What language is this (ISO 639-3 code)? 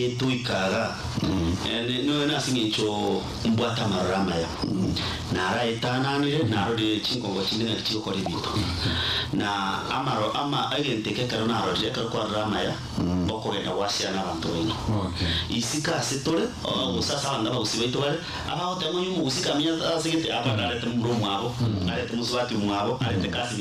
guz